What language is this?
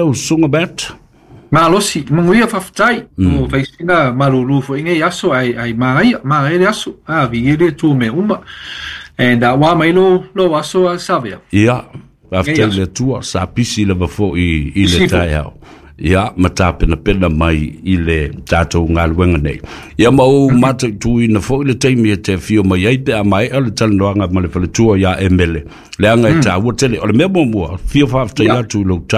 Samoan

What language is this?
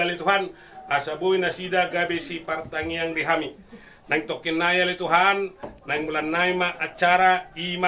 Batak Toba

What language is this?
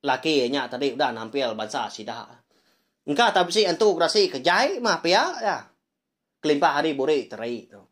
Iban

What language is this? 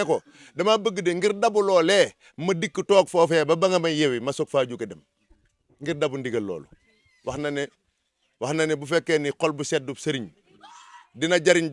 Wolof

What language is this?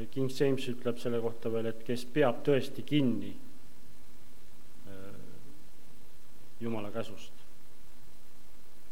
Estonian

